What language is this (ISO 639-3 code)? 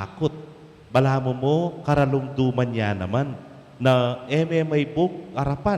pam